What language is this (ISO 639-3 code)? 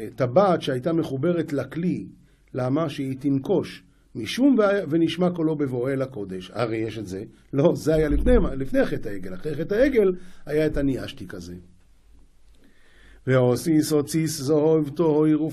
heb